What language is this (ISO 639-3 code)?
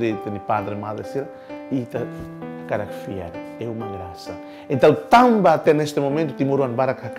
tet